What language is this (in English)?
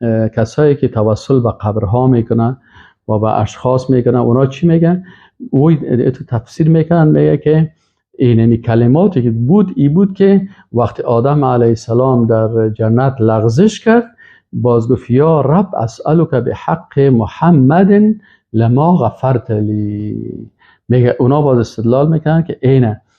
Persian